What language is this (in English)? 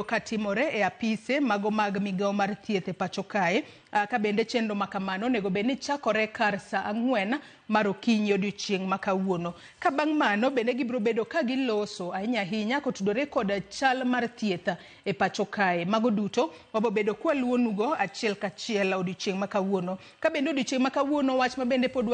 Luo (Kenya and Tanzania)